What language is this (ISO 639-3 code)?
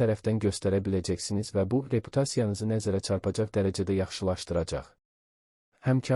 aze